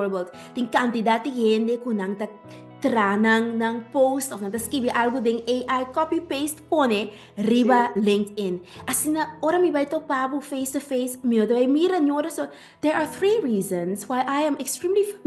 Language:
Papiamento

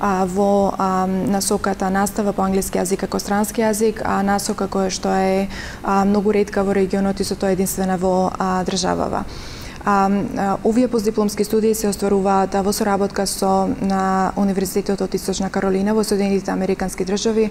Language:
Macedonian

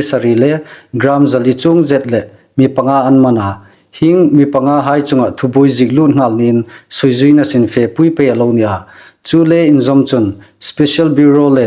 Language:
Hmar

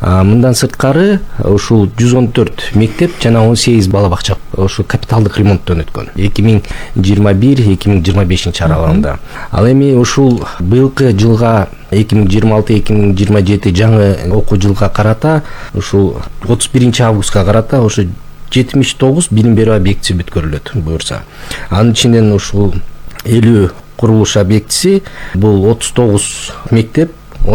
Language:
Kyrgyz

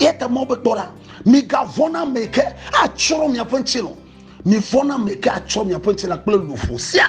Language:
Ewe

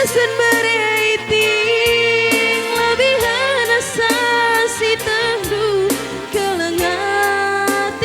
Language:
Batak Karo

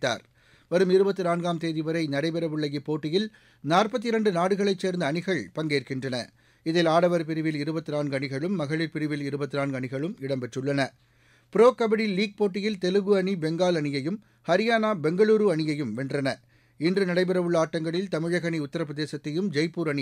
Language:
Tamil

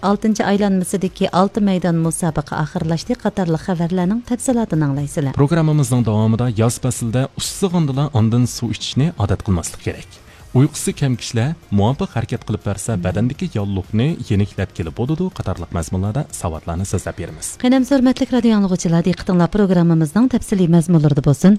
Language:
Uyghur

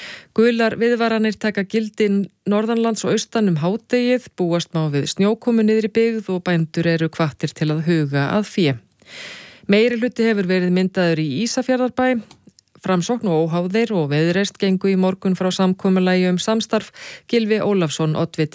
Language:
Icelandic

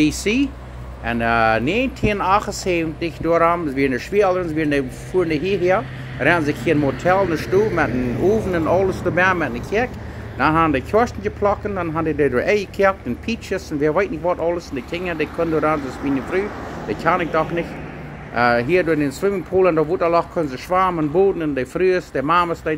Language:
Plautdietsch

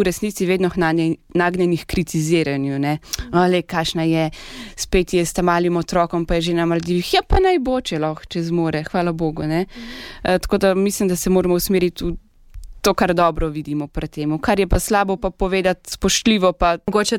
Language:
Slovenian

